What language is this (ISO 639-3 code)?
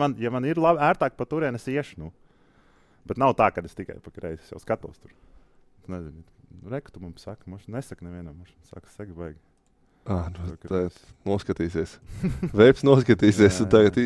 lav